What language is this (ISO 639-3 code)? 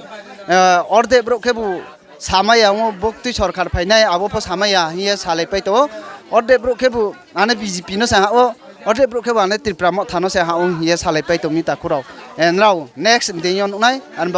ria